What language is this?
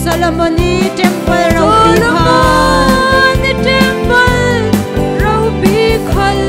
Falam Chin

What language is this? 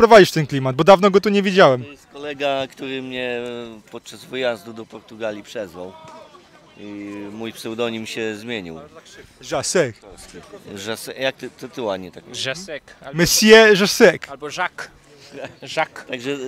Polish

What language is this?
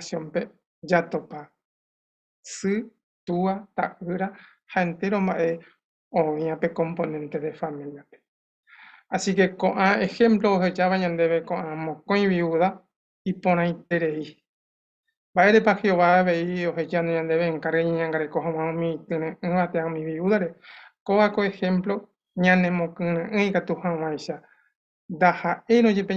Guarani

